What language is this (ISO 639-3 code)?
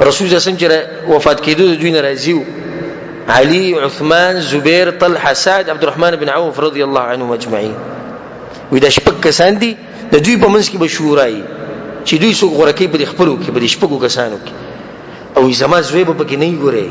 pus